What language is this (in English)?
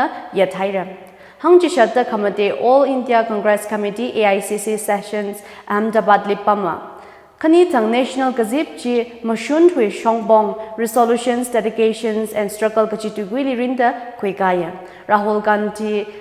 Tangkhul Naga (India)